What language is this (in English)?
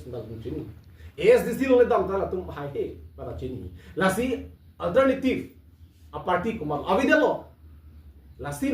Karbi